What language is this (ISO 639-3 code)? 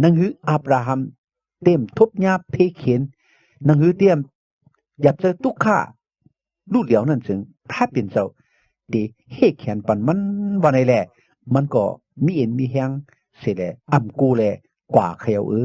shn